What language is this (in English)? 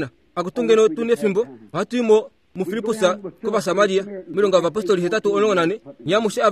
Kuanyama